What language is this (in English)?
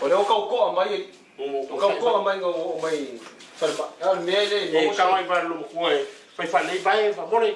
Samoan